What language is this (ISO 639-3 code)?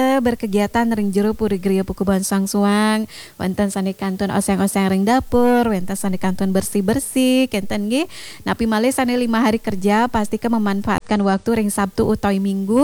ban